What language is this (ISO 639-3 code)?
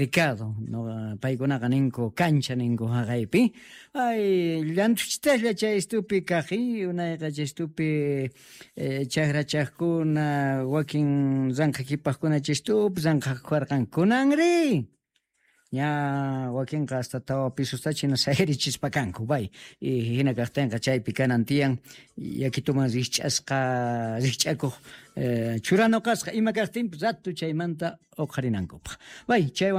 quh